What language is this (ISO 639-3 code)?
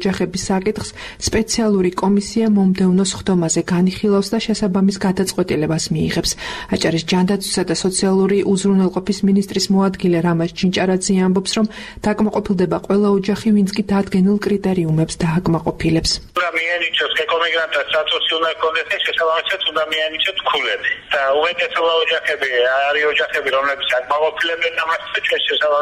kat